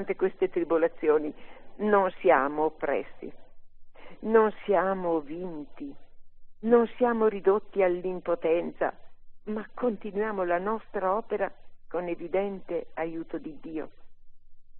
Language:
Italian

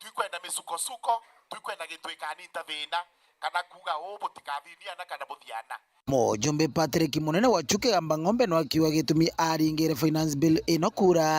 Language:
Meru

